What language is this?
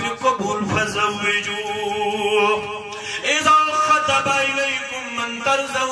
Kashmiri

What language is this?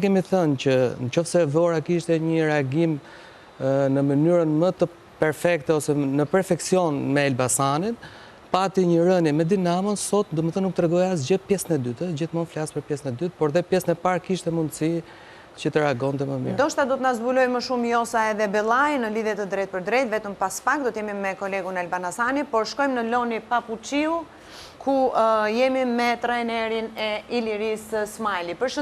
Albanian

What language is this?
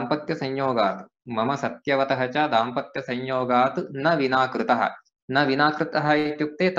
Sanskrit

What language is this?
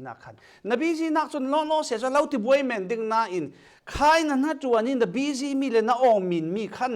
Falam Chin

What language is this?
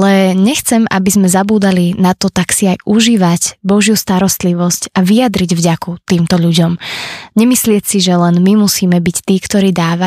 Slovak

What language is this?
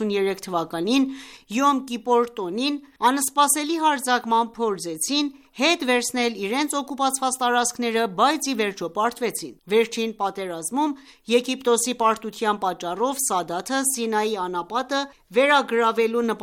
Armenian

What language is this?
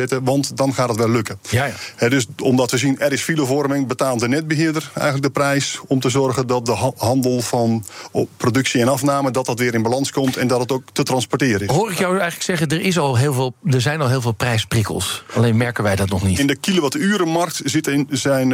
Dutch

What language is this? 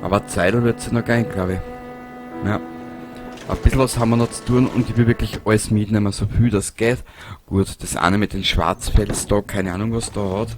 Bavarian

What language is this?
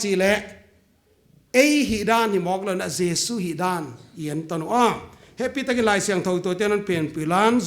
Paite Chin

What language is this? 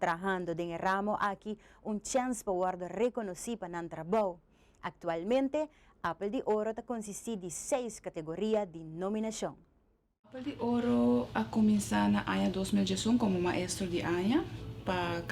Papiamento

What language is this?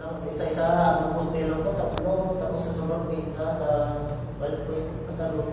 Hiligaynon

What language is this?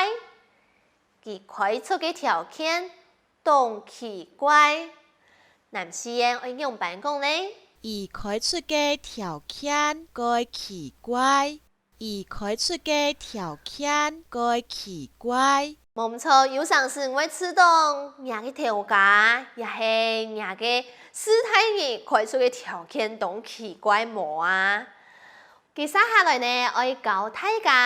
Hakka Chinese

